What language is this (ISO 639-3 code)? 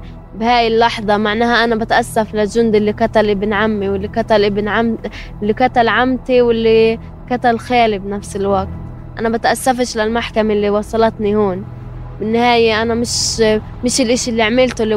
apc